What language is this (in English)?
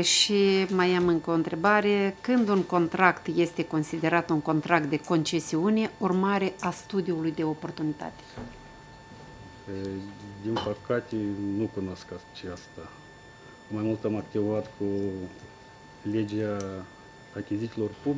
Romanian